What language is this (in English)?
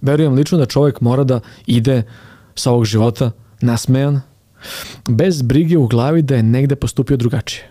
Serbian